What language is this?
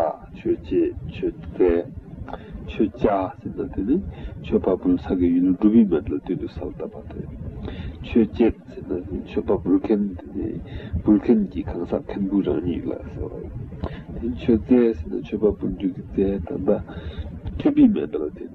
Tibetan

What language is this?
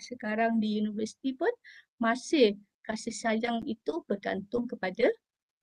Malay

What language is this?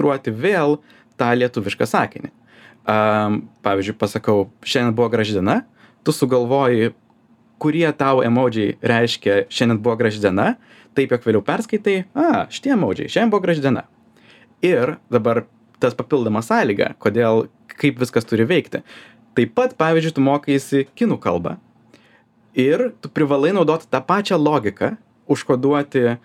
Lithuanian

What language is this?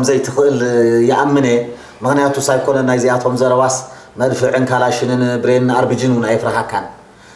Tigrinya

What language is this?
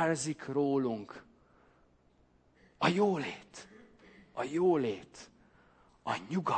Hungarian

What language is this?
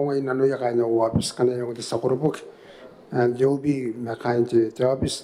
Gilbertese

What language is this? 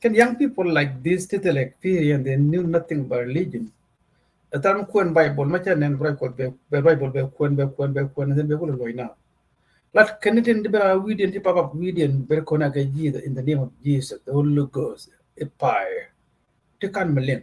Nuer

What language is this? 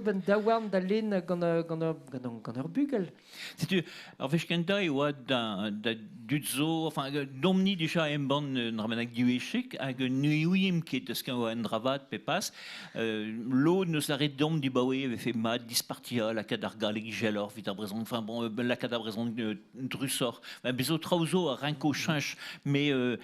Breton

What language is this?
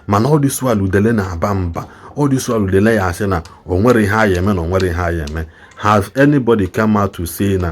Igbo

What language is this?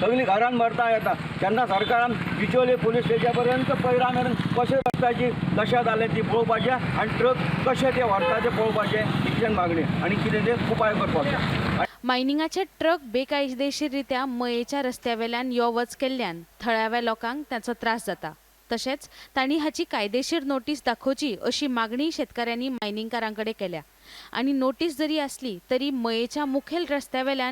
Konkani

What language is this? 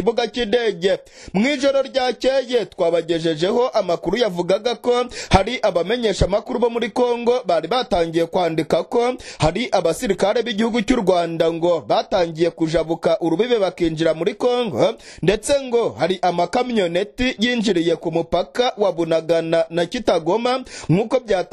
Kinyarwanda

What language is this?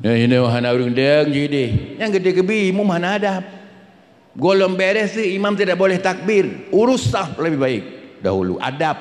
Achinese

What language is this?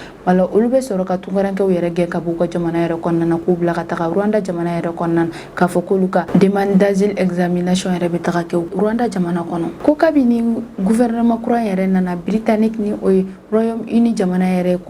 Bambara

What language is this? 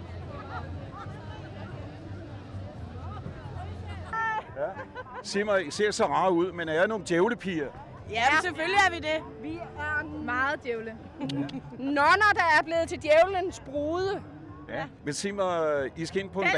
Danish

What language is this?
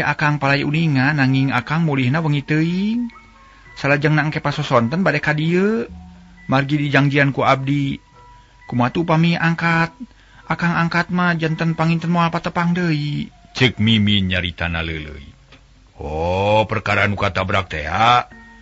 Sundanese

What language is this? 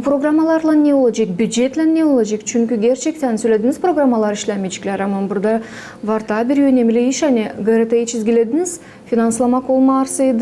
Gagauz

